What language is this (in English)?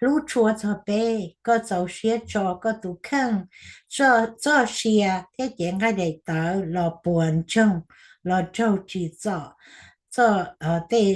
Hmong